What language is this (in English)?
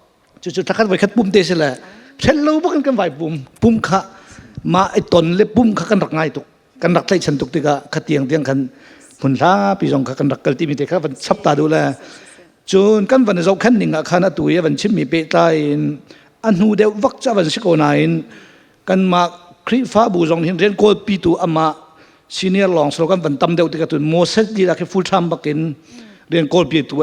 Hakha Chin